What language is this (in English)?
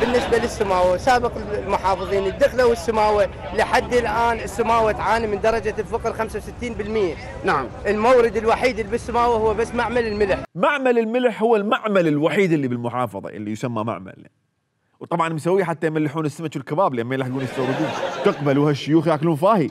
Mesopotamian Arabic